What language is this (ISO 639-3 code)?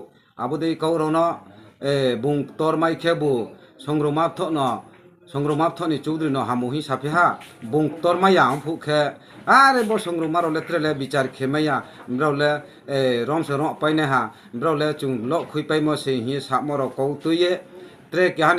ria